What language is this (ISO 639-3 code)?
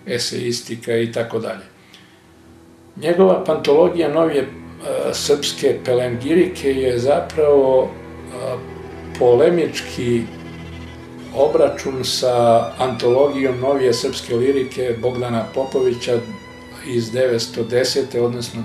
srp